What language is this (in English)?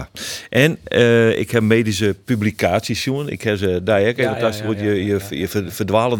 Western Frisian